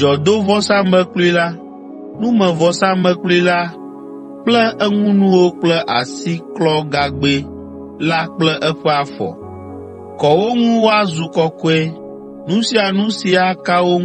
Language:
Ewe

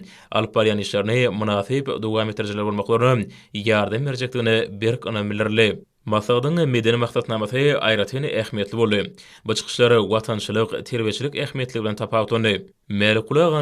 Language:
Turkmen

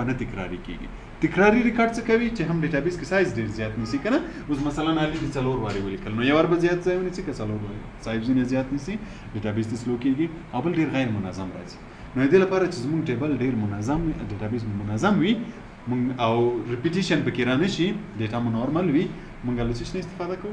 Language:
Pashto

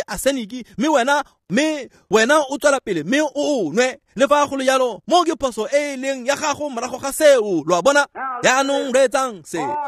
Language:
Tswana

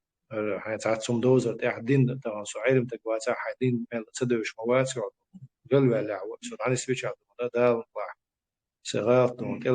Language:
Chechen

